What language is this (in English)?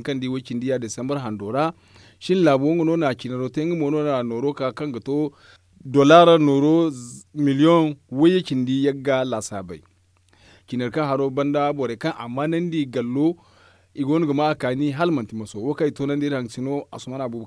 Zarma